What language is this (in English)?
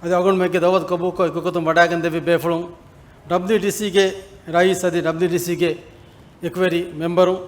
Divehi